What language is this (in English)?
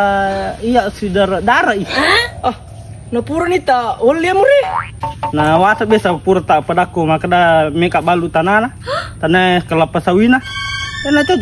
Buginese